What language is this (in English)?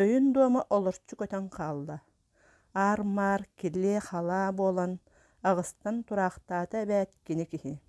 Yakut